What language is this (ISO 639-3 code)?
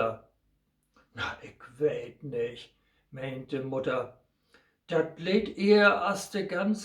nds